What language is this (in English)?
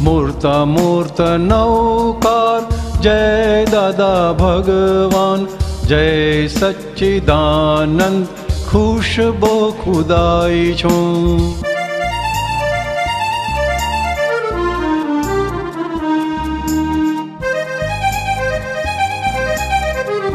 Gujarati